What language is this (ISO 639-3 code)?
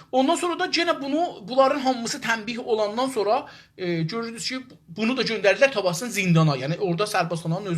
azb